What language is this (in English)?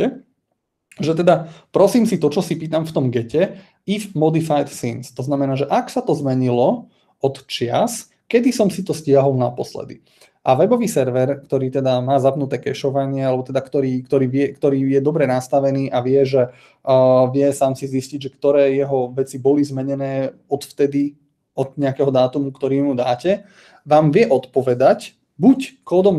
Slovak